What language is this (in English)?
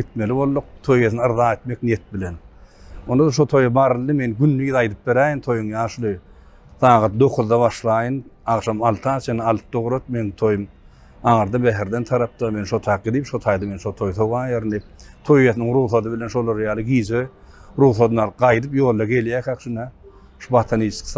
Turkmen